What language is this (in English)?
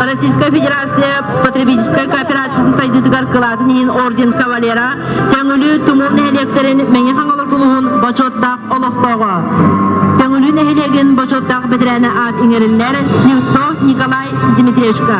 Yakut